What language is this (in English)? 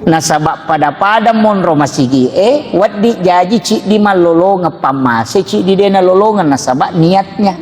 Buginese